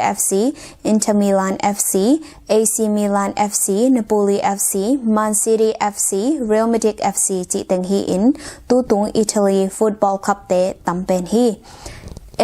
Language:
Tedim Chin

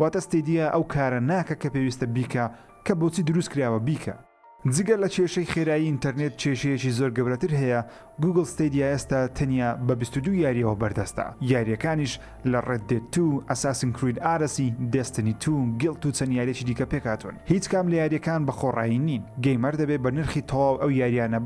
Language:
Central Kurdish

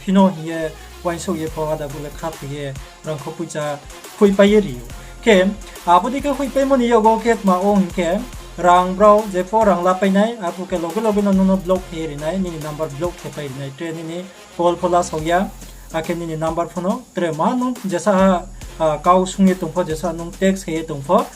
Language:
Riang (India)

